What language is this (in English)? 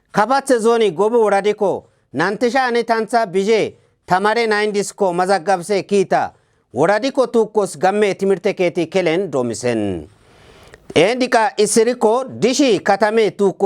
Kafa